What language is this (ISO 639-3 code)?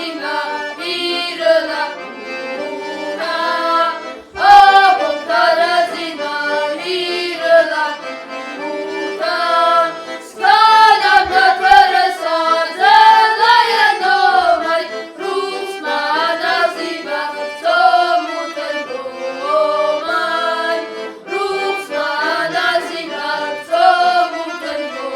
oss